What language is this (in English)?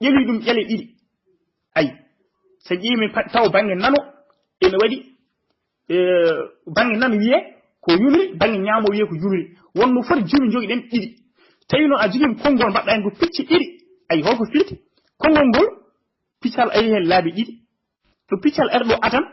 Fula